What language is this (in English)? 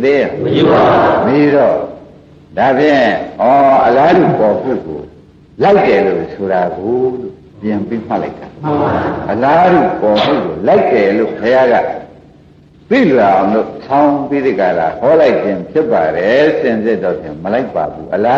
Burmese